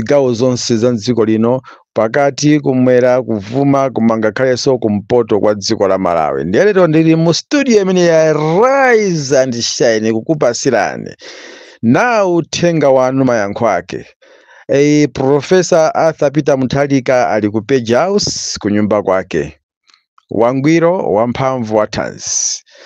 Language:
Nyanja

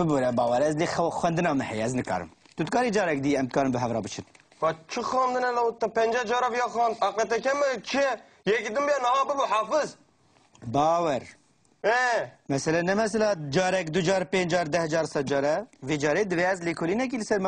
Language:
Kurdish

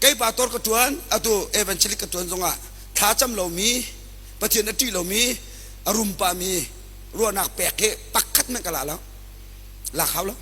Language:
Hakha Chin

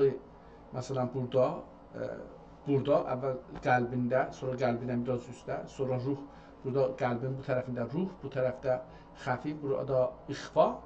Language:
South Azerbaijani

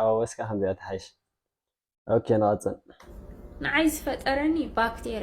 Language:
Tigrinya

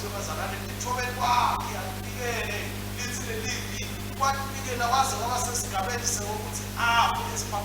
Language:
Swati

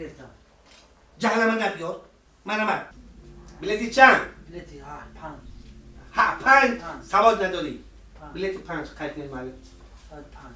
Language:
Tajik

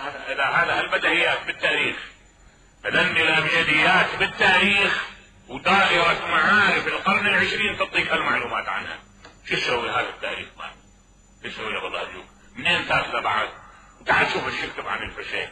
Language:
Mesopotamian Arabic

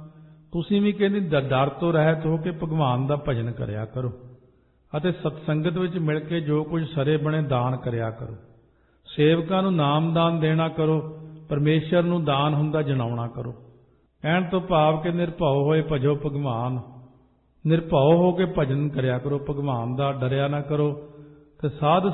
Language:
Punjabi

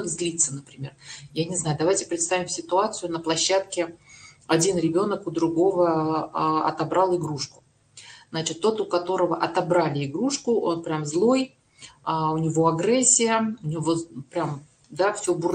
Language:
Russian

